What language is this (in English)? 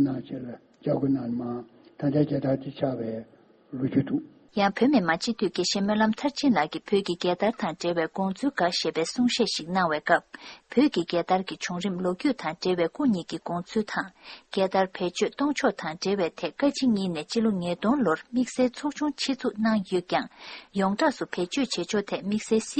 Tibetan